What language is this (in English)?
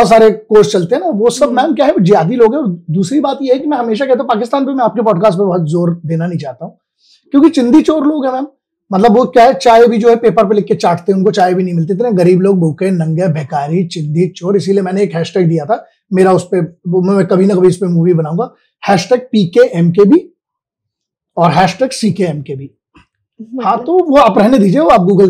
Hindi